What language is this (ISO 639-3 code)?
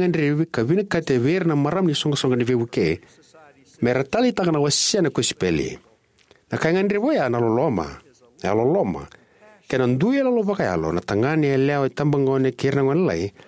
fij